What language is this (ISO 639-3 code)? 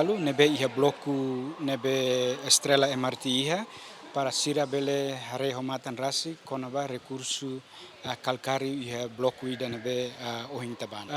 tet